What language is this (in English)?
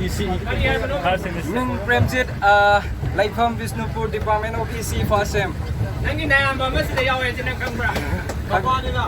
Manipuri